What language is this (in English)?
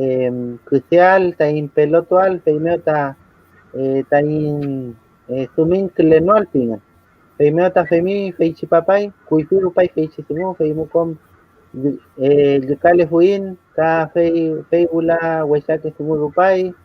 Mapuche